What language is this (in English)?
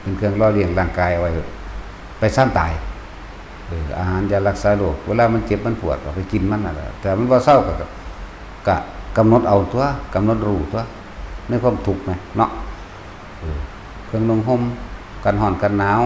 Northeastern Thai